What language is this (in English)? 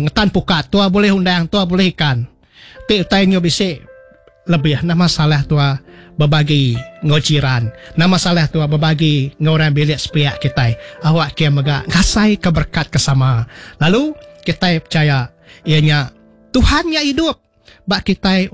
Iban